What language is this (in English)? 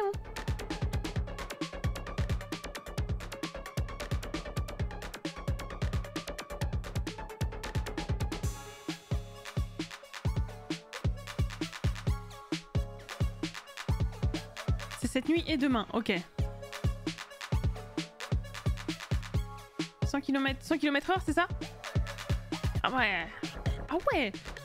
French